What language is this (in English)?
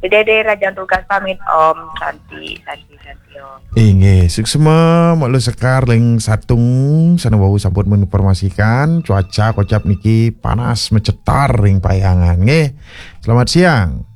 Balinese